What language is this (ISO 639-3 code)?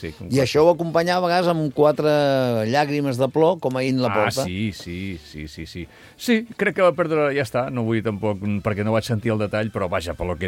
cat